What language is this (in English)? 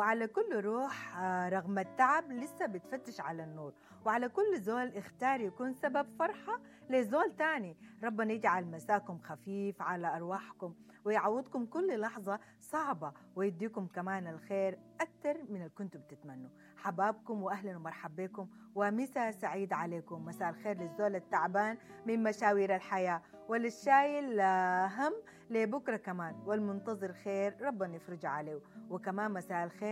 Sudanese Arabic